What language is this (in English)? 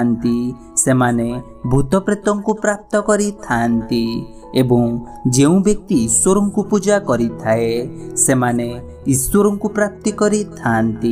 Odia